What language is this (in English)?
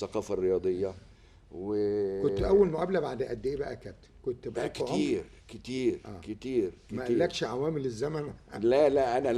Egyptian Arabic